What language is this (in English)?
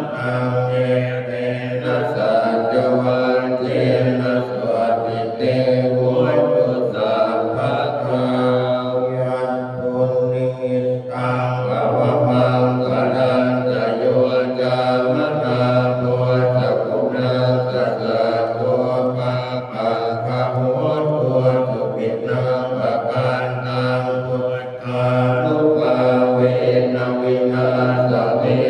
Pali